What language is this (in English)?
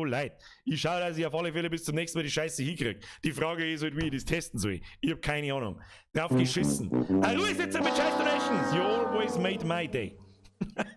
Bavarian